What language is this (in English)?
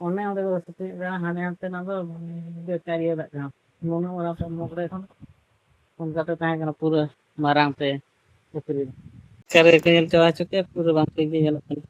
Santali